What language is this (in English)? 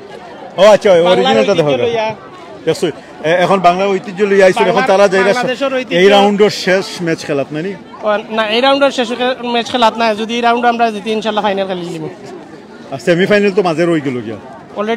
Sylheti